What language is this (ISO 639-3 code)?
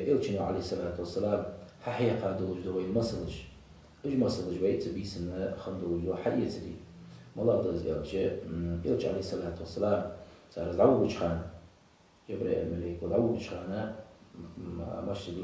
inh